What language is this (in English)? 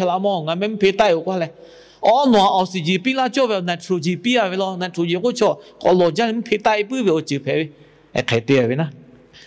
Lahu